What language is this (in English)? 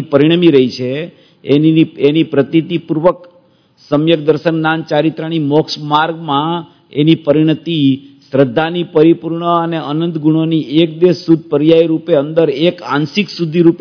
Gujarati